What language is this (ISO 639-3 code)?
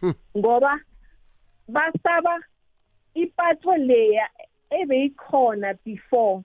nbl